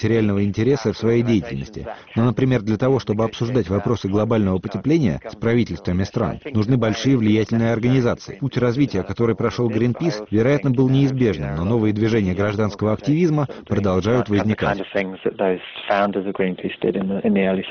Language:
Russian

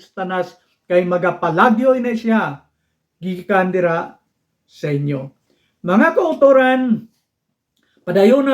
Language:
Hiligaynon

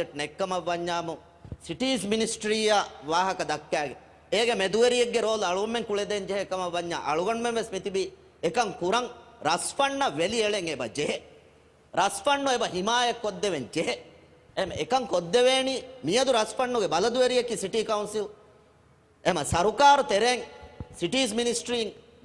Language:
Divehi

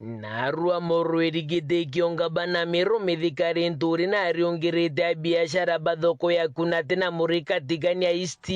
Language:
Meru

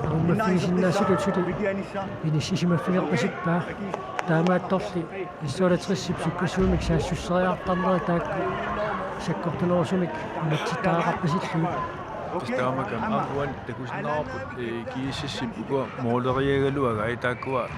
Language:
Kalaallisut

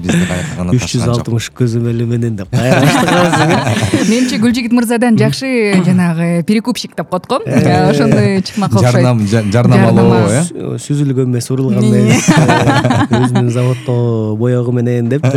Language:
Kyrgyz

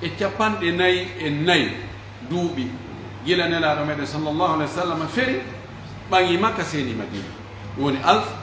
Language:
Pular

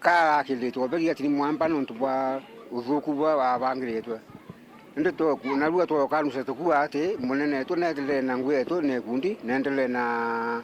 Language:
Meru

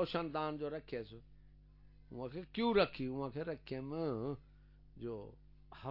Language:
Saraiki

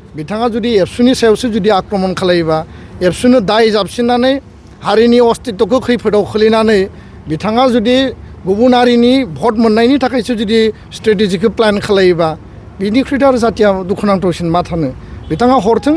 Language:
Bodo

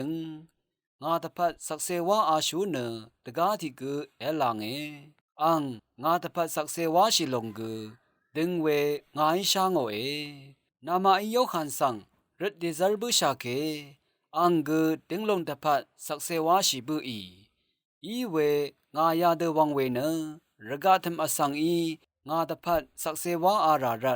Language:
Rawang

